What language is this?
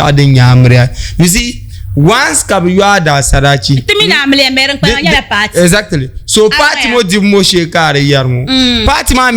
Dagbani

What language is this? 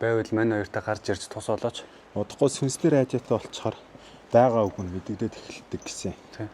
Mongolian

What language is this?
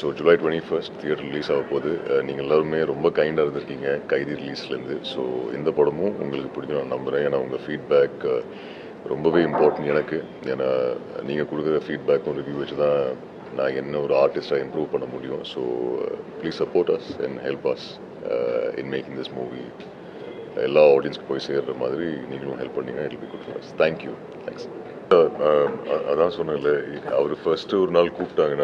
Tamil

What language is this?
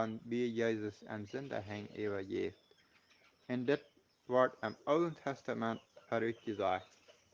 Plautdietsch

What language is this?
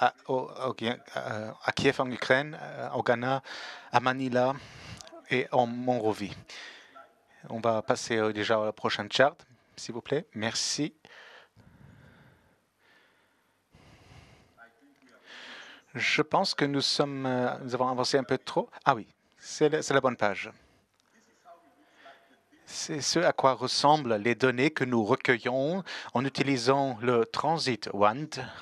French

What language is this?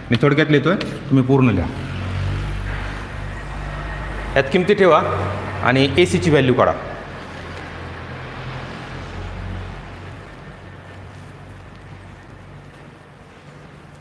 Marathi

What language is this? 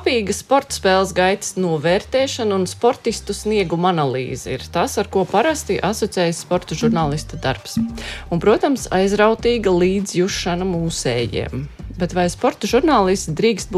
Latvian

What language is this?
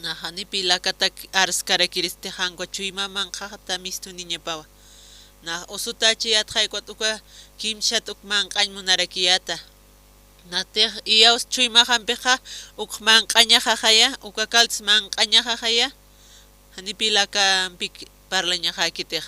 Aymara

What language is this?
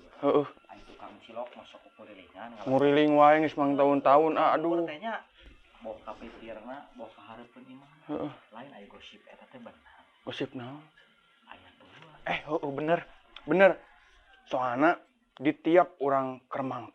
Sundanese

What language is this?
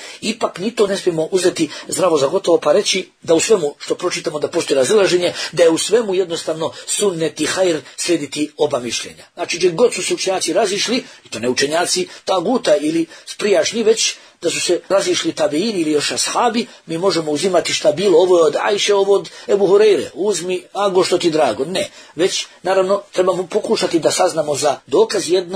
Bosnian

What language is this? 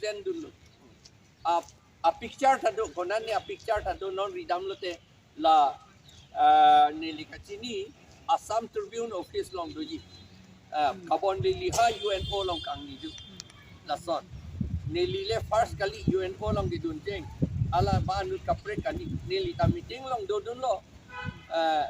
Karbi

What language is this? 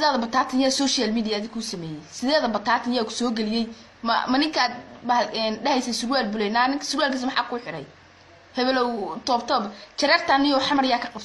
Somali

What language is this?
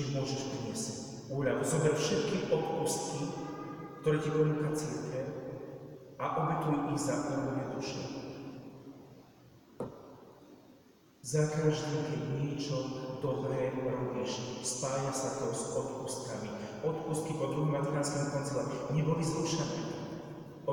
Slovak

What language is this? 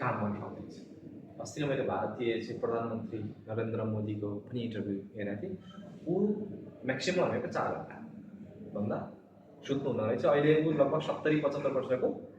Nepali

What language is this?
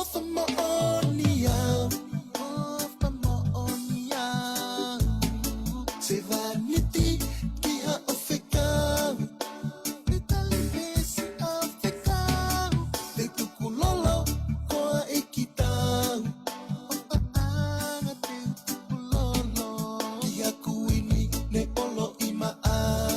Tongan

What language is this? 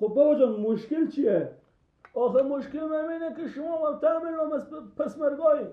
Persian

